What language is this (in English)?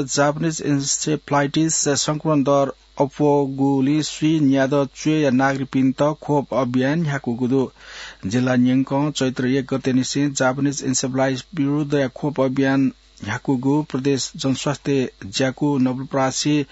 Newari